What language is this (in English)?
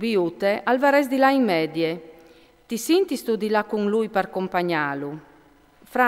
Friulian